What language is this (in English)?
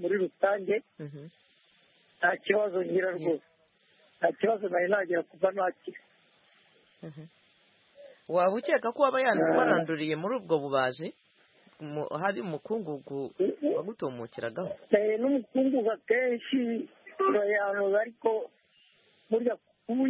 Kinyarwanda